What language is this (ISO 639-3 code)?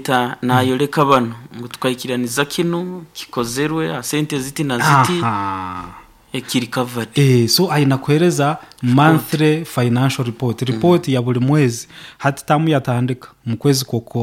nyo